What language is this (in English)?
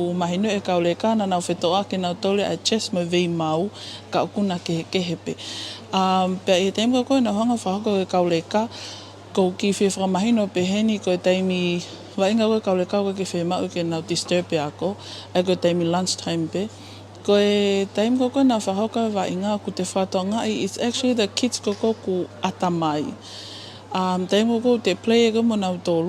Tongan